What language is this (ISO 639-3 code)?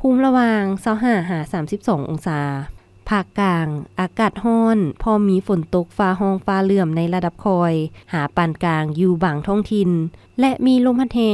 lao